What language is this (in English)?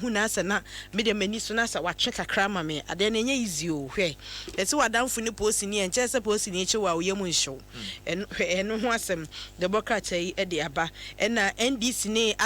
Akan